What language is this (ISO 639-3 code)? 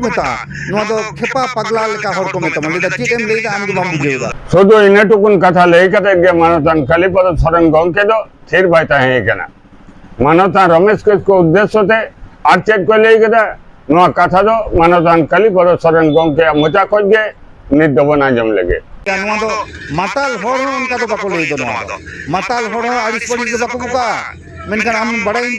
sat